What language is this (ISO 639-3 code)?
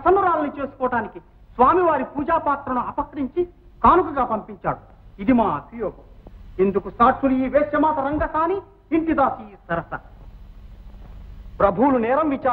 tel